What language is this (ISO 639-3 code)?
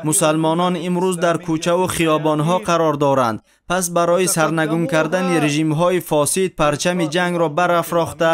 tgk